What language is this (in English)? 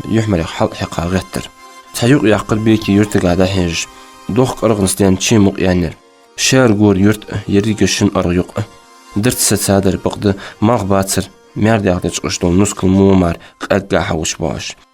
Ingush